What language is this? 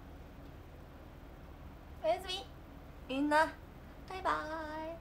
Japanese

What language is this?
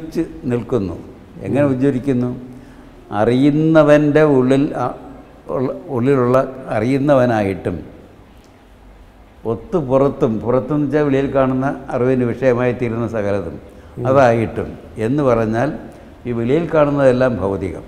Malayalam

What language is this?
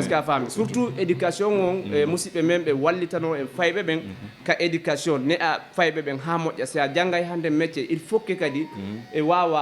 Fula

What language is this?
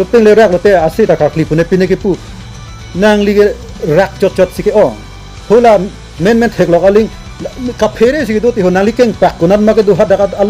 Karbi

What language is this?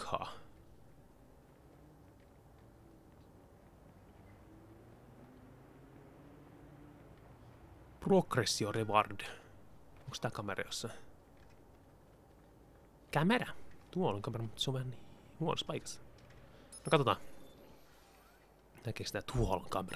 Finnish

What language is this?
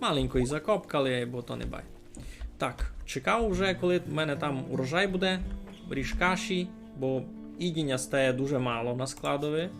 Rusyn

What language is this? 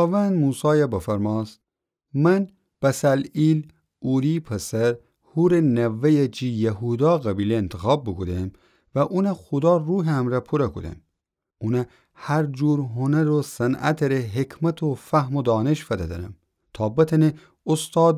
Gilaki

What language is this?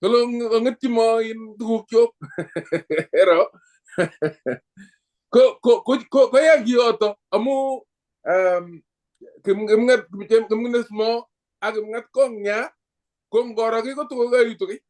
Kalenjin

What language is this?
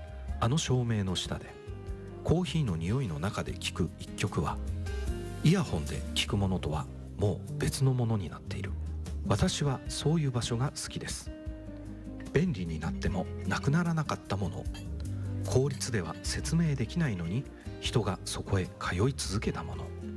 Japanese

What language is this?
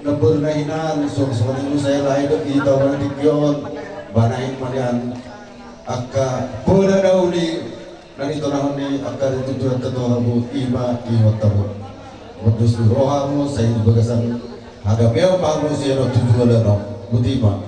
Batak Toba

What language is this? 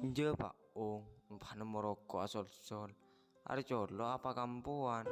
Madurese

